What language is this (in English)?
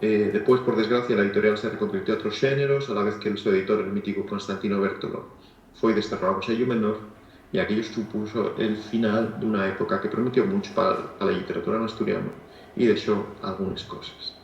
Asturian